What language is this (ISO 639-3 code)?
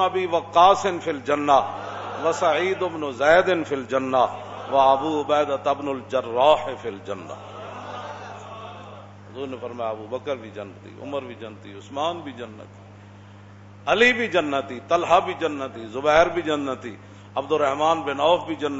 urd